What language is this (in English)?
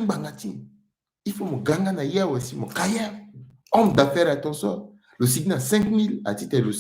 Sango